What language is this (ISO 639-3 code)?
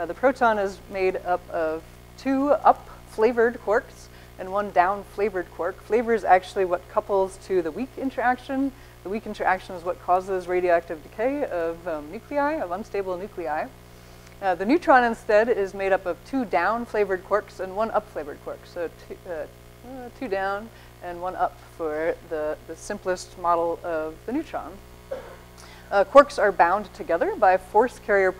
eng